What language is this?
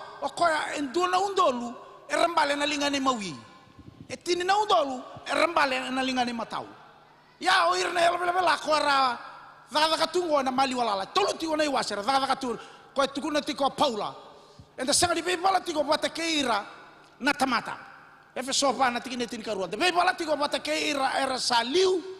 Fijian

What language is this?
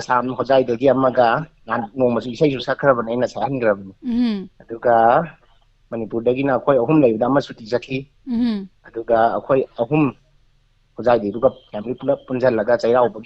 Manipuri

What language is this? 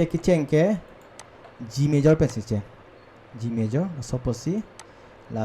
Karbi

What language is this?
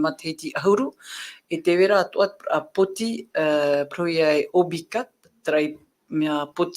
Tahitian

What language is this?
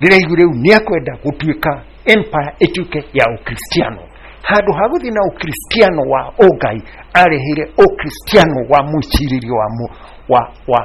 Kikuyu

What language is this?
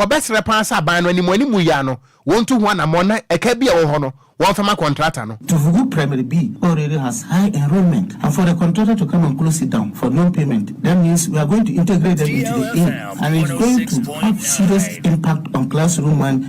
Akan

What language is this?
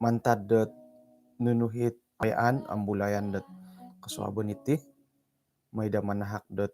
Central Dusun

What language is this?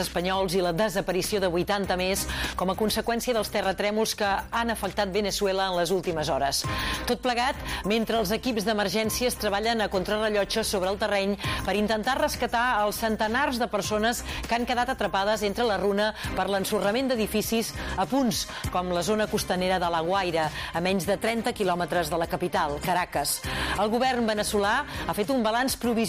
Catalan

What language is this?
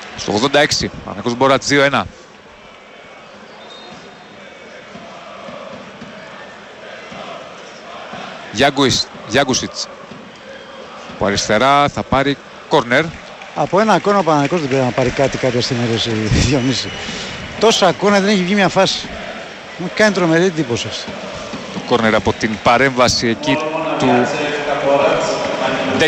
Greek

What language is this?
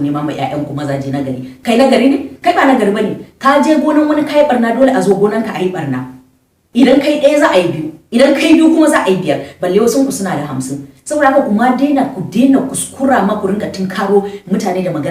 Hausa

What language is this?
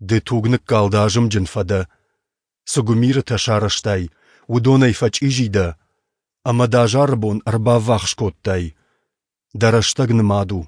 Ossetic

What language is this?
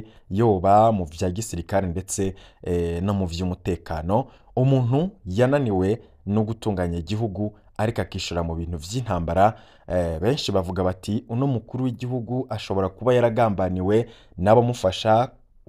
Rundi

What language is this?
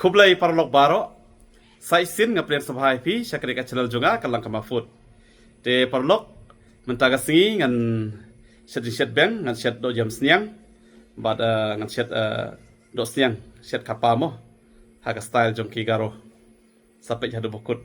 Khasi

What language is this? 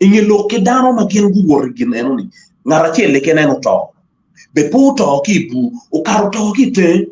Acoli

